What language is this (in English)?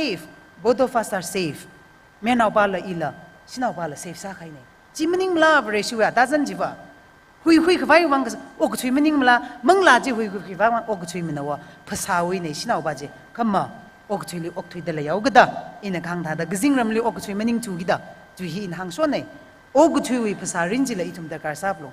Tangkhul Naga (India)